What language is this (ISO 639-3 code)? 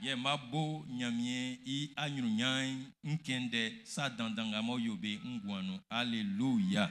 bci